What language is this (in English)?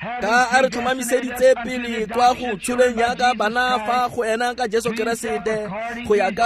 Tswana